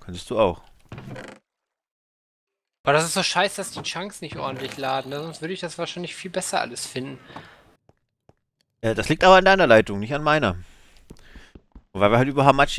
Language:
German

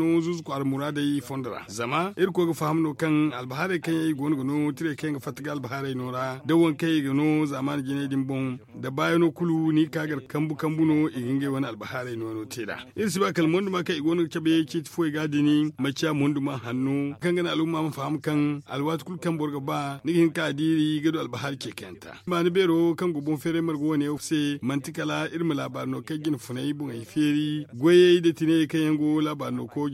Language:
Zarma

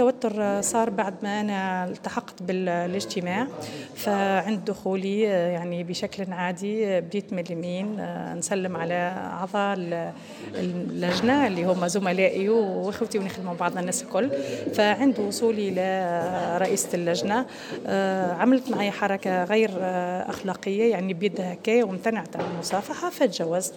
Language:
Tunisian Arabic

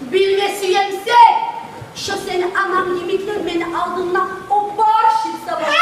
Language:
Kumyk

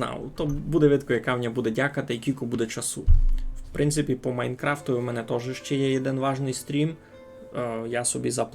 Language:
Rusyn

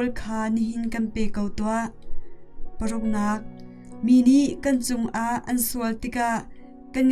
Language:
Hakha Chin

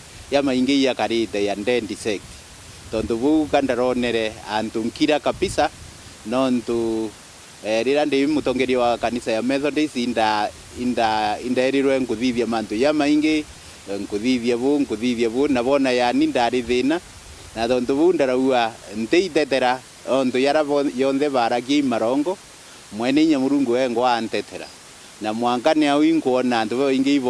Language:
Meru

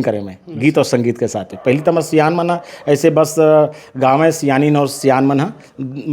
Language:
Chhattisgarhi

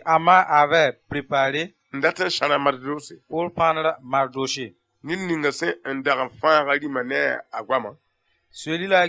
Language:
Mossi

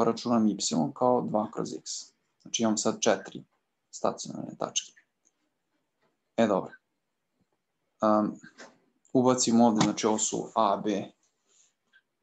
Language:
Serbian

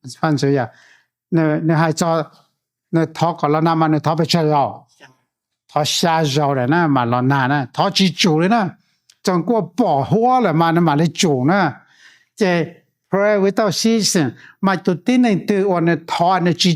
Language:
Hmong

